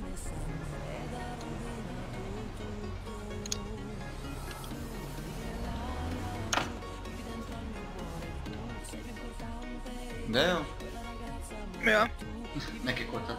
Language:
Hungarian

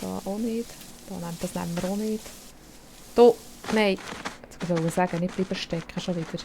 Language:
Swiss German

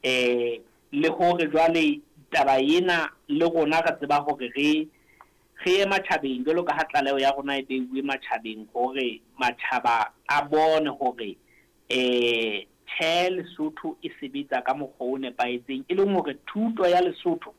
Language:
Southern Sotho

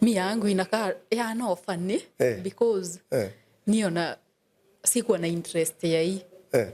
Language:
Kikuyu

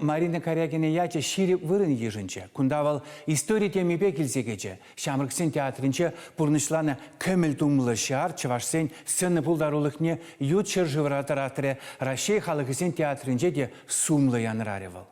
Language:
Chuvash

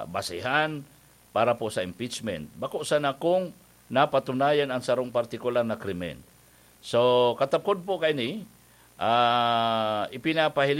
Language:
Bikol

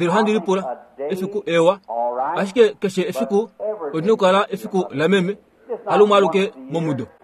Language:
Kuanyama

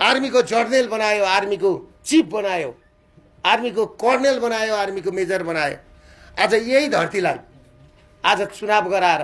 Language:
Nepali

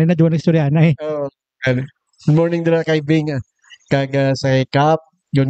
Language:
Hiligaynon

